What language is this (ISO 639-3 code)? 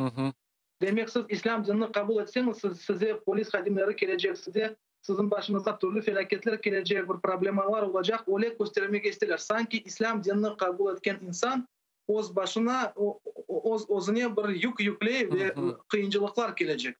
crh